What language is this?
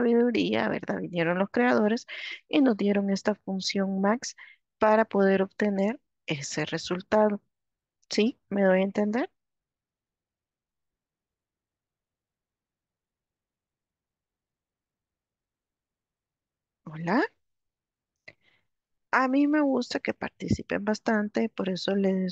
Spanish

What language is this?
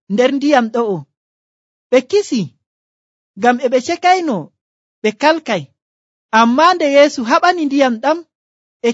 Nigerian Fulfulde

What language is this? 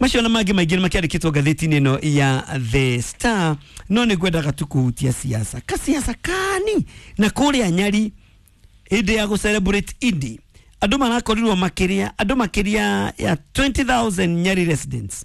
Kikuyu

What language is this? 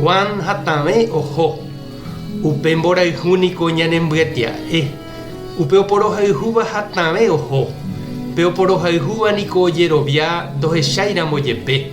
Guarani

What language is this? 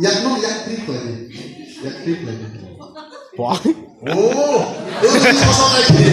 Kok Borok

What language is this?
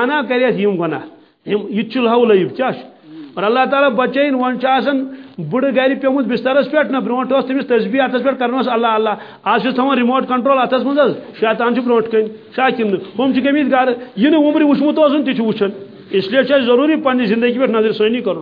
Kashmiri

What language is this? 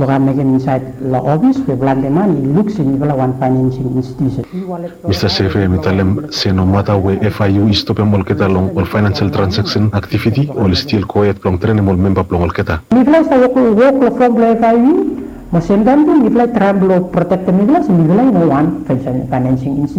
Bislama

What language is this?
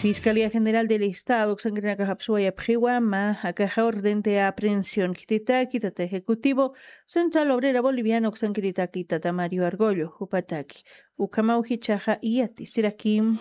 Aymara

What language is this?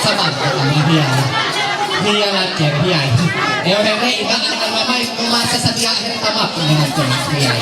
Ma'anyan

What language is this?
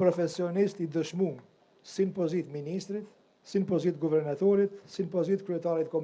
Albanian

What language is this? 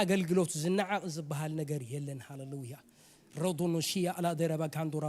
Tigrinya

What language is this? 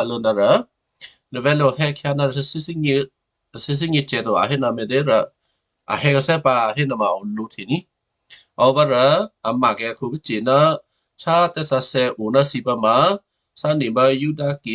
Western Kayah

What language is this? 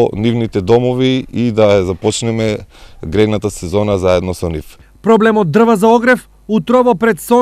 Macedonian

